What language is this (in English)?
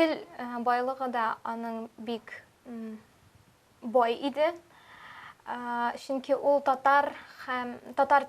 Tatar